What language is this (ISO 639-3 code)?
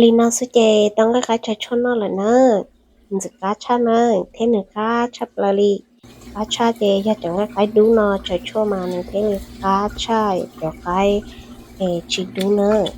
hmn